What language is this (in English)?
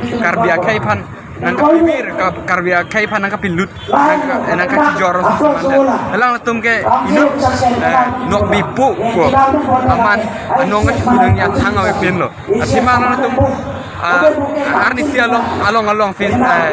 Karbi